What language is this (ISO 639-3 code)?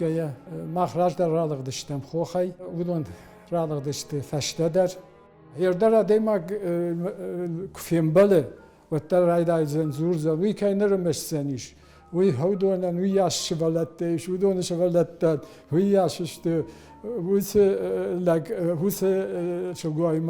oss